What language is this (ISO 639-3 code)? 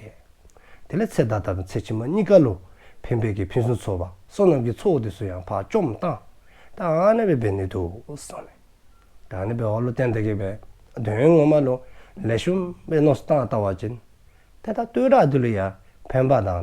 dzo